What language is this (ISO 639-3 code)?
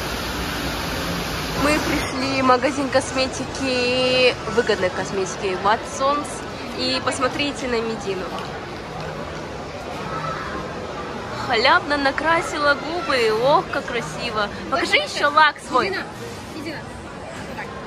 rus